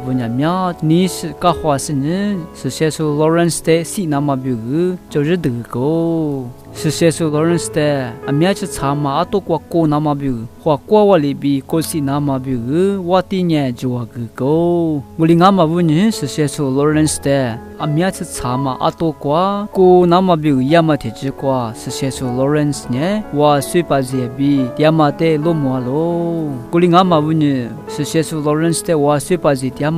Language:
Lisu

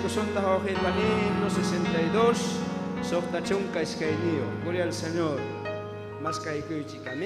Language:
Ayacucho Quechua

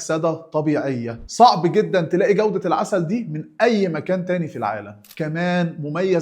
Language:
Egyptian Arabic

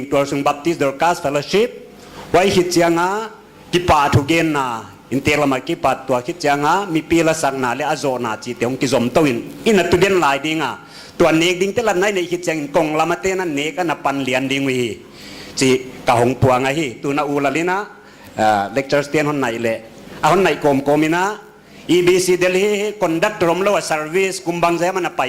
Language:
Paite Chin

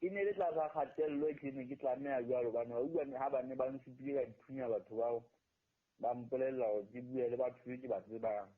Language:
Southern Sotho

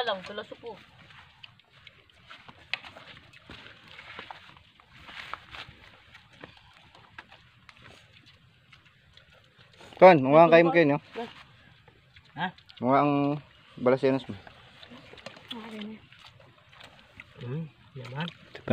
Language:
Filipino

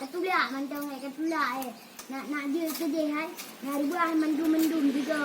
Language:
Achinese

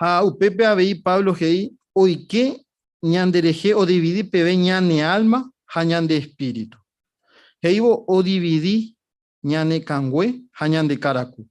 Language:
Guarani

